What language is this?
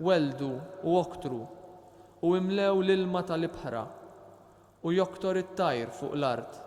Maltese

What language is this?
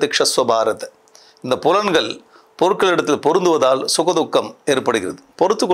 Tamil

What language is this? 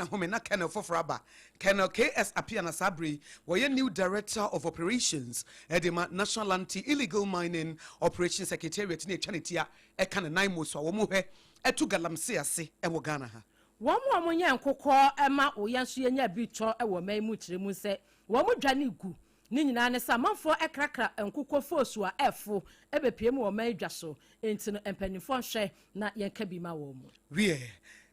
Akan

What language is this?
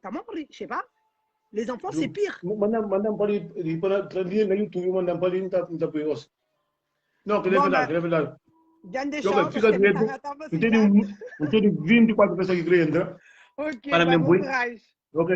Kabuverdianu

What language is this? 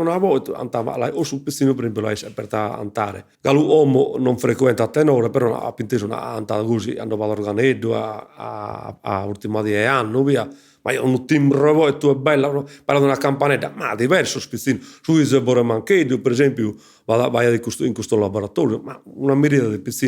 Sardinian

